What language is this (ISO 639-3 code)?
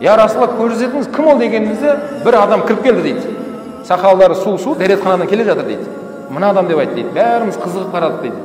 kaz